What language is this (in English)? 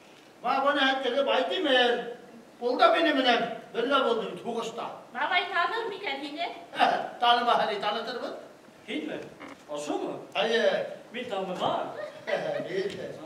Bashkir